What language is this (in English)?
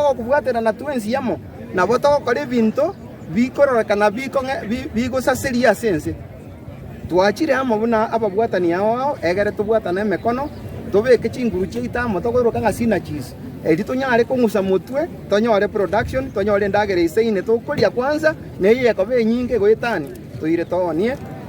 Gusii